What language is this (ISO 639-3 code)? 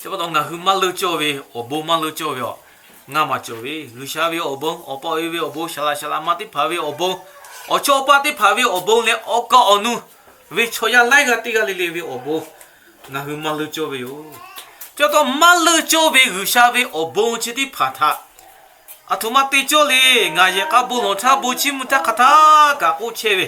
lhu